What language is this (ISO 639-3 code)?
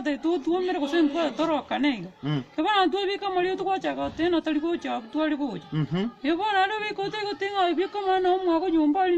guz